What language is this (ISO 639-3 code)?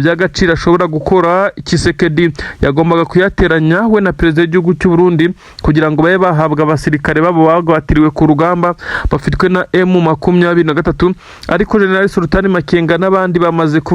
kin